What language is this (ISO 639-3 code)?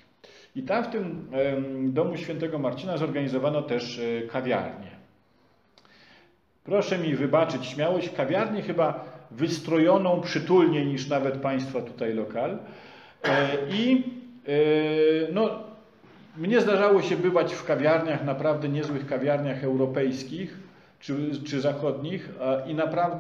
pol